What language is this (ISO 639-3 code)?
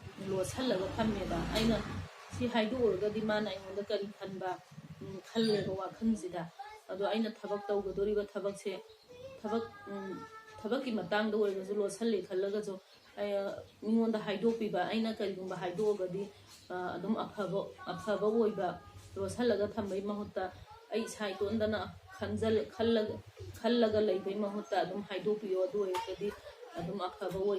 mni